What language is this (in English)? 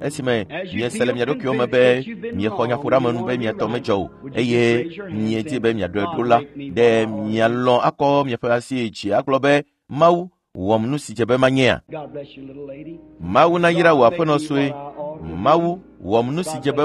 Ewe